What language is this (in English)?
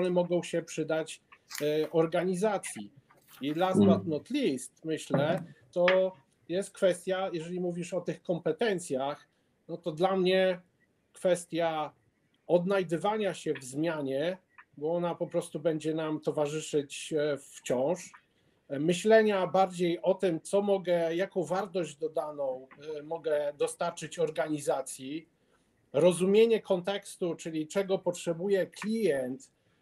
Polish